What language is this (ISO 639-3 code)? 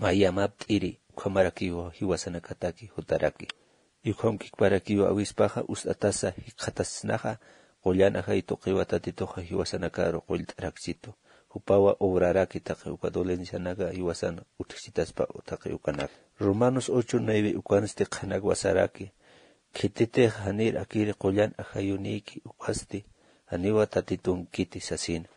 aym